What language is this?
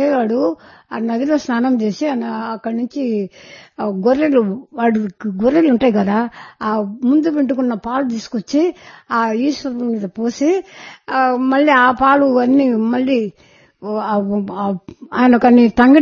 Telugu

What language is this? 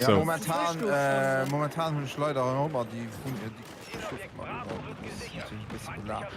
Luxembourgish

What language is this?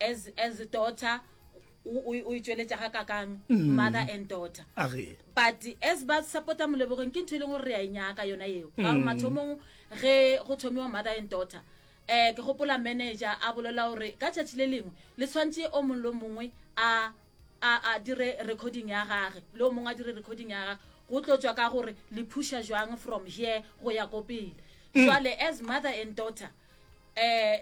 Northern Sotho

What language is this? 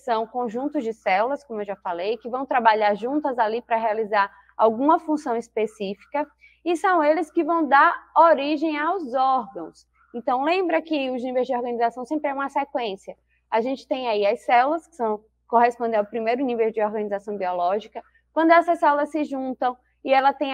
Portuguese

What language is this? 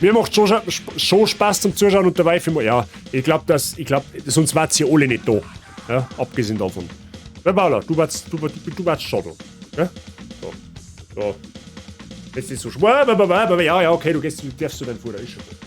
Bavarian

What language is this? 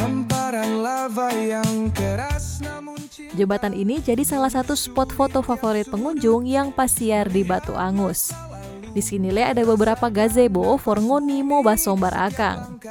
Manado Malay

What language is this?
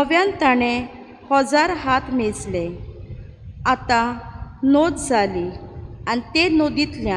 Konkani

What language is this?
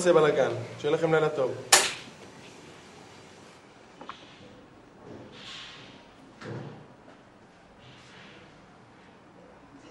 Hebrew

